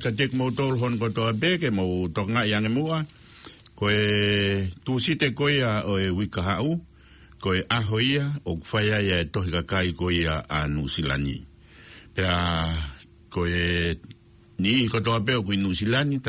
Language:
Tongan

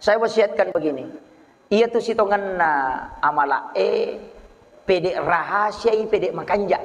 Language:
Buginese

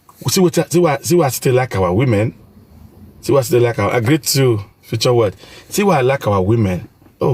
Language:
Nigerian Pidgin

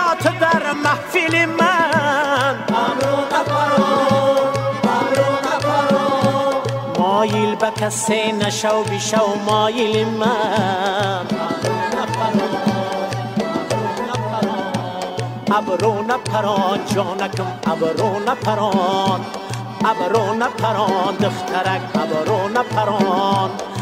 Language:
Persian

